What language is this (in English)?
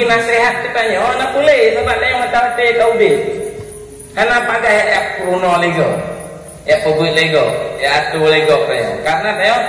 Achinese